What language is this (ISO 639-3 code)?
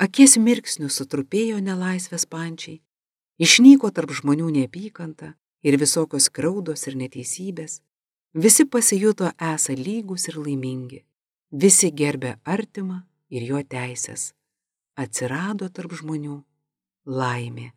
lit